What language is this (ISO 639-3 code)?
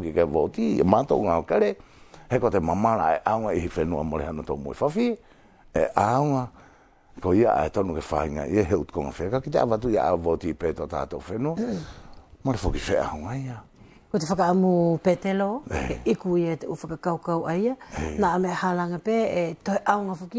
wls